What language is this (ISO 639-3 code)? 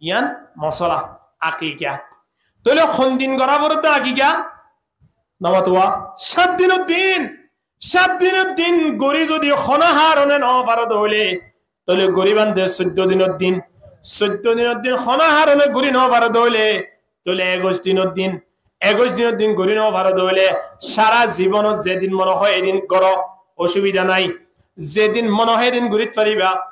rhg